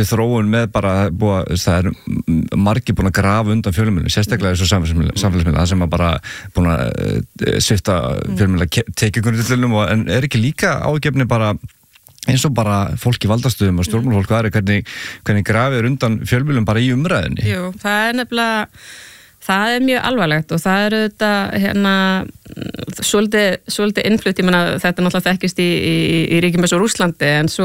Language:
Icelandic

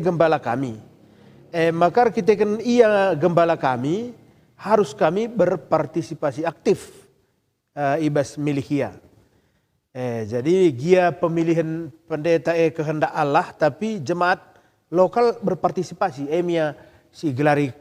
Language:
Batak Karo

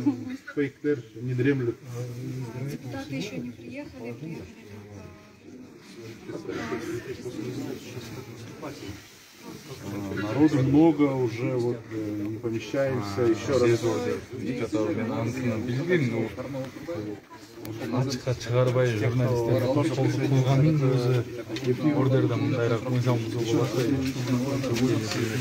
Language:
Kazakh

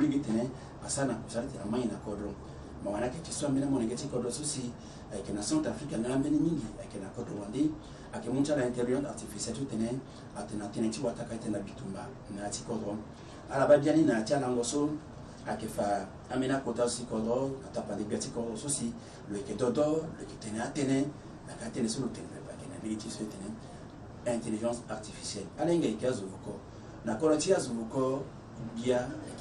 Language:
Sango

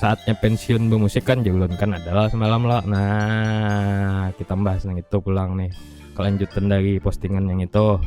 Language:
Banjar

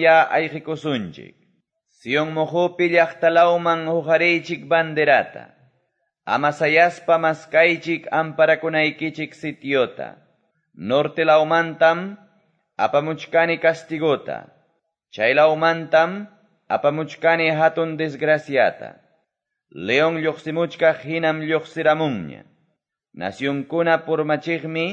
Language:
Quechua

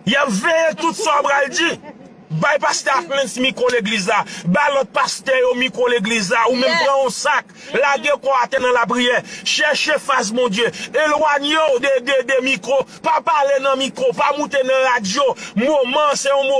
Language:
Haitian Creole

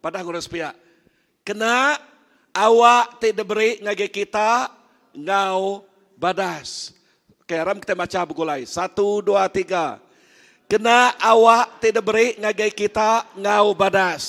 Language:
Iban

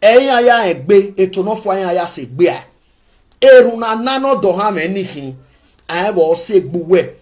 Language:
Nigerian Pidgin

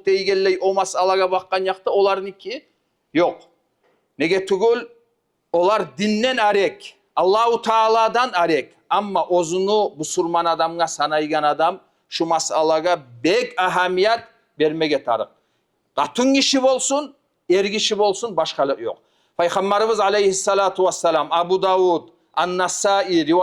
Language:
Kumyk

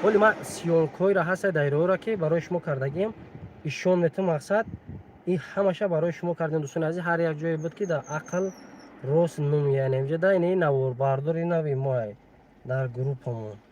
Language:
Tajik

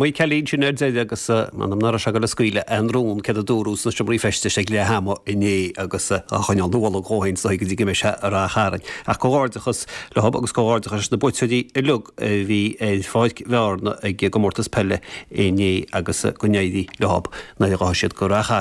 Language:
Irish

